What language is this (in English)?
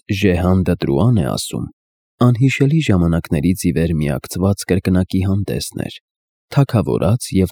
Armenian